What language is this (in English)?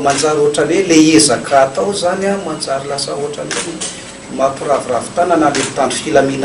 Malagasy